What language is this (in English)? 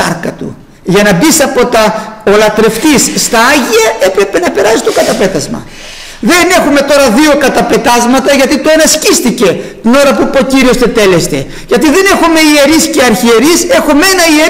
Greek